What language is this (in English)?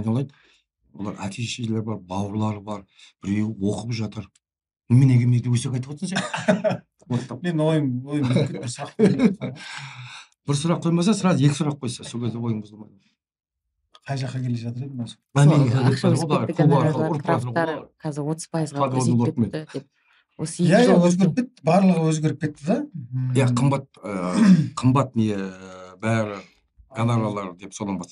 Kazakh